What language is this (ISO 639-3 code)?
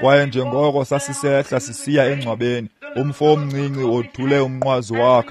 xho